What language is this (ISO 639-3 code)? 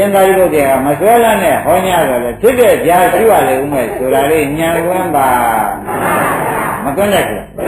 mya